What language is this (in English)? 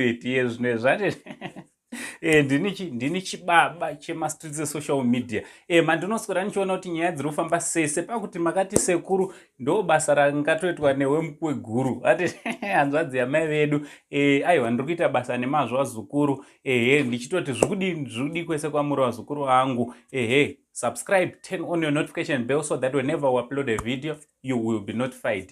Shona